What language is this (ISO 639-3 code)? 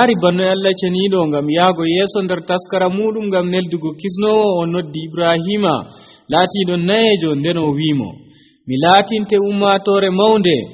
fuv